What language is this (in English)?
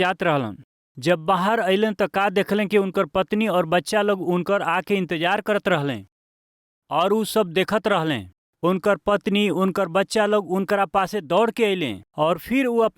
Bhojpuri